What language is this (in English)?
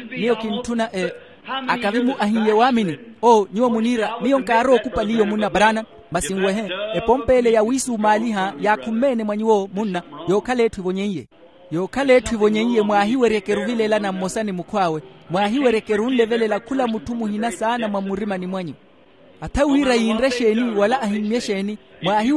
Makhuwa